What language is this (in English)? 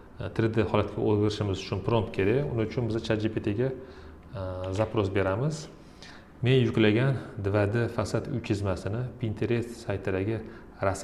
Uzbek